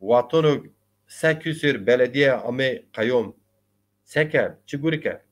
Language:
Zaza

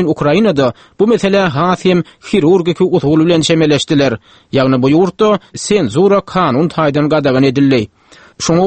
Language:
Turkmen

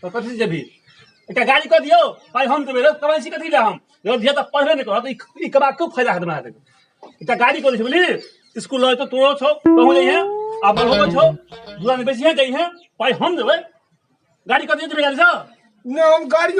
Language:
Maithili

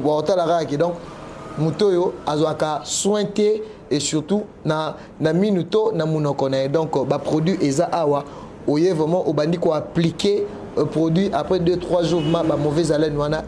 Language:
Lingala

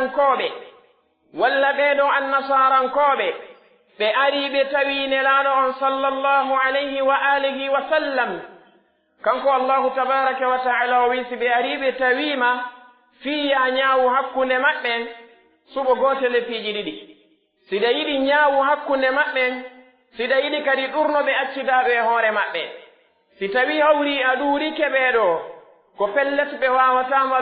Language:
Pular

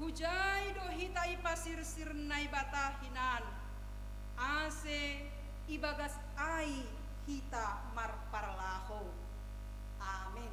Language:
Batak Simalungun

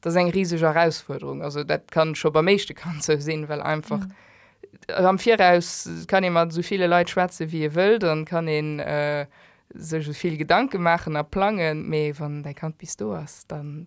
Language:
Luxembourgish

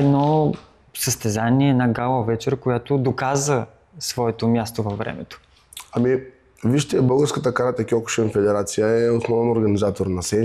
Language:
Bulgarian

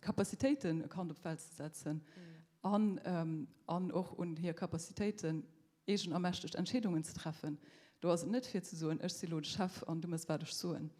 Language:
Luxembourgish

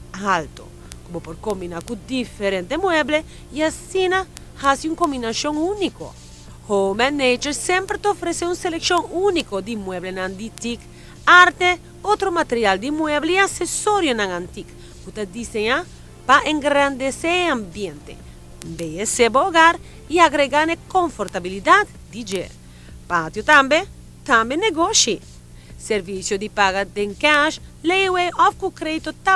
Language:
Papiamento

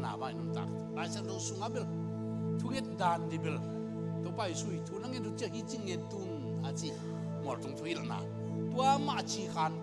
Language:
Tedim Chin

